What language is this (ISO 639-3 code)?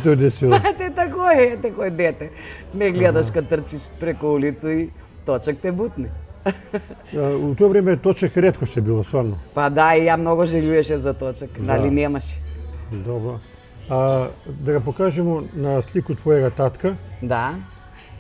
mkd